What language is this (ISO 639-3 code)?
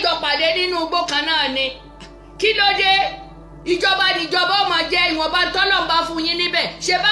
yor